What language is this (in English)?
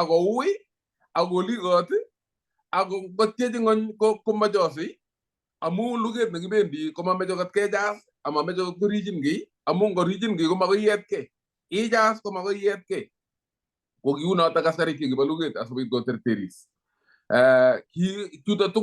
Kalenjin